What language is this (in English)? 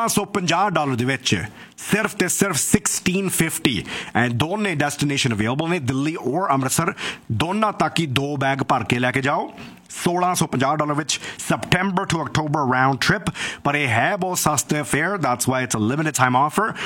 Punjabi